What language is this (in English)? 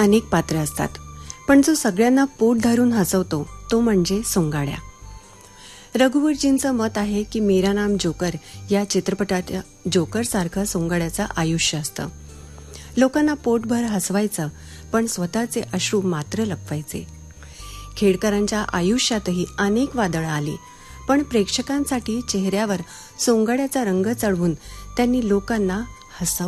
Marathi